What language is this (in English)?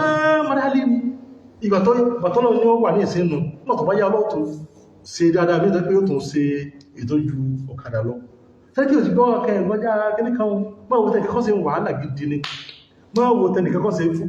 Yoruba